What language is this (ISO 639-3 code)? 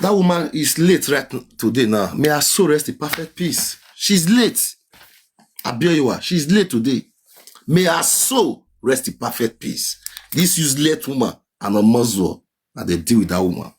pcm